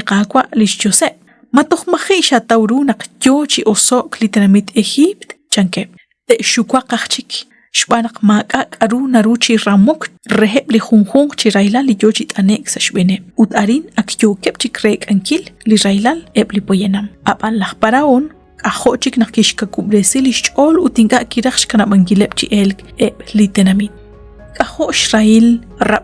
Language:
Kekchí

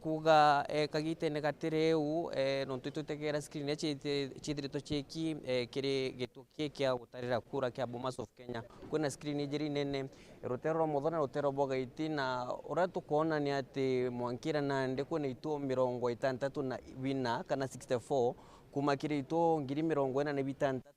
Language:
Meru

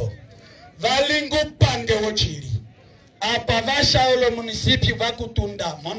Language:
Umbundu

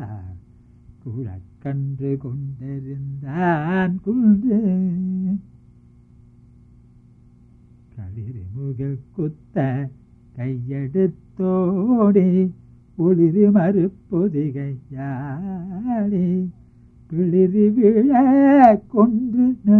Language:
Tamil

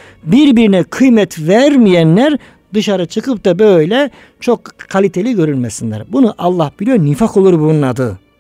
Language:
Turkish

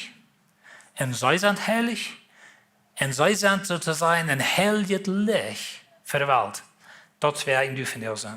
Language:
Plautdietsch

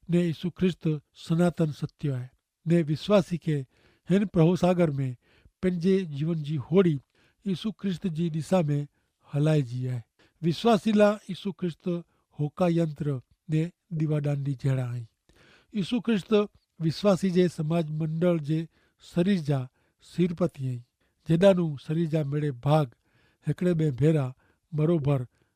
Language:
Kachhi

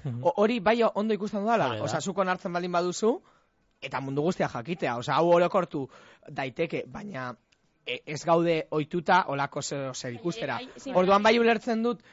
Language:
Basque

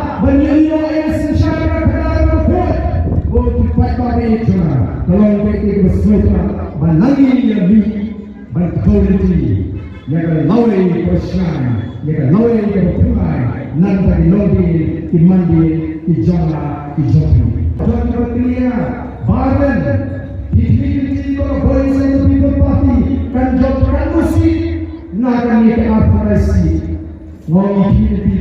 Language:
Khasi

